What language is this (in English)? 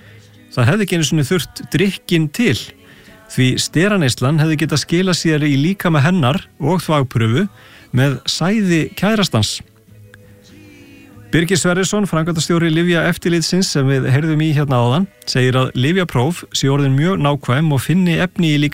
Icelandic